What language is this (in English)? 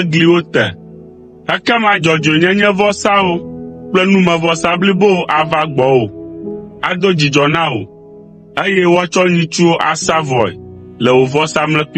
Ewe